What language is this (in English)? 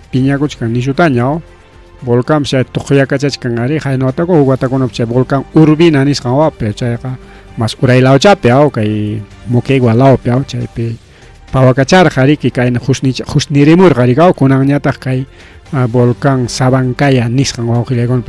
Ayacucho Quechua